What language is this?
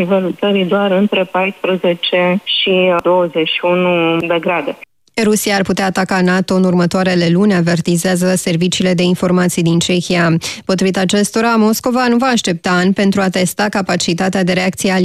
Romanian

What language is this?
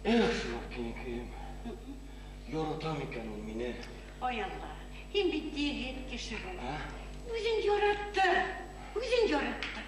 Bashkir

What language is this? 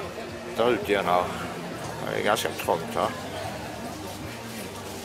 Swedish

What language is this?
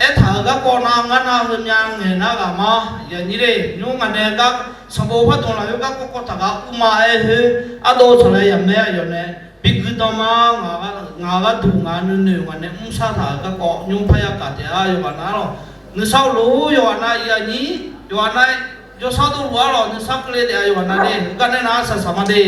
Akha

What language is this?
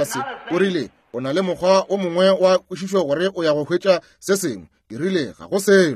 Northern Sotho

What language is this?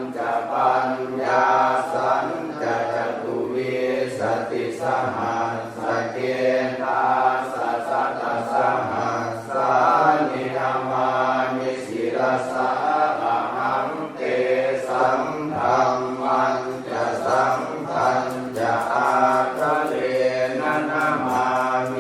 Pali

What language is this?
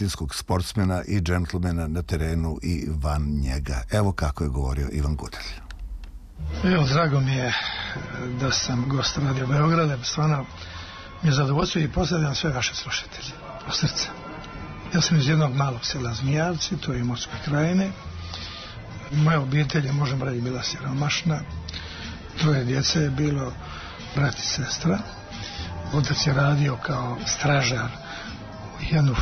Serbian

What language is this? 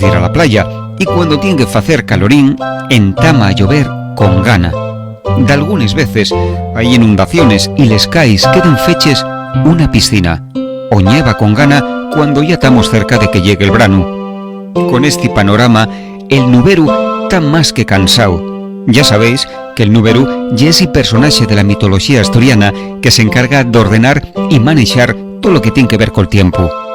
Asturian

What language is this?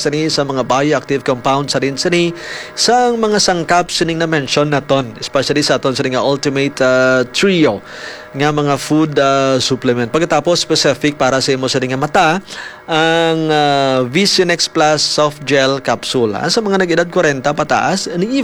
Hiligaynon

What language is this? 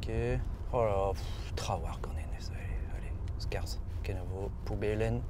Breton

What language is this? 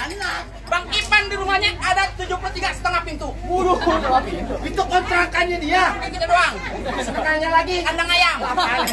Betawi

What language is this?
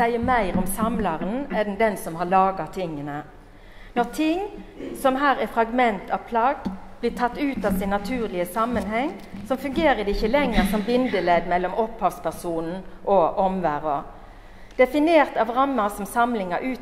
Norwegian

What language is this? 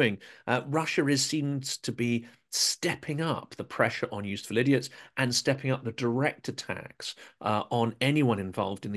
English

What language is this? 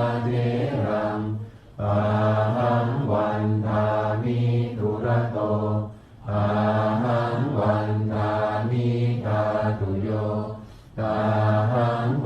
Pali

